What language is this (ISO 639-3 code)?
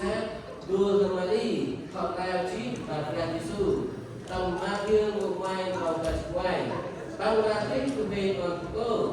cmo